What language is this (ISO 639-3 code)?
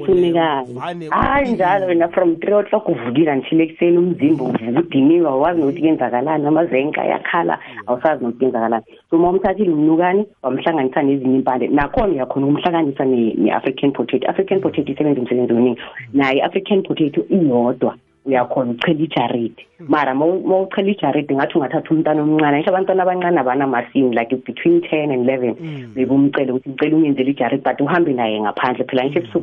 nbl